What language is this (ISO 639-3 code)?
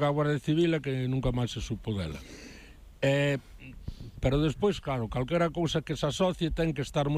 glg